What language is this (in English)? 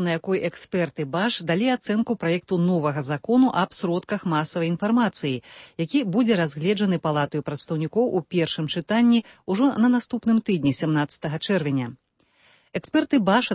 Belarusian